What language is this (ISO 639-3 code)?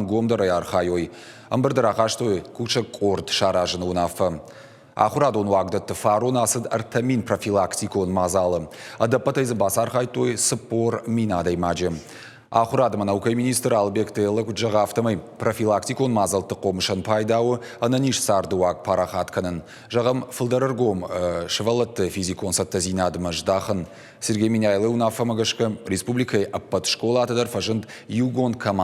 oss